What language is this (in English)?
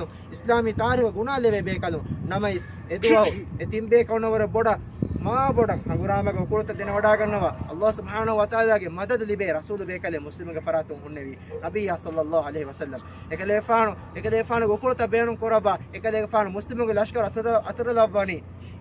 Divehi